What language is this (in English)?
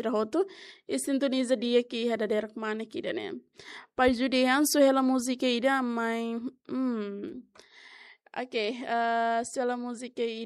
Tetum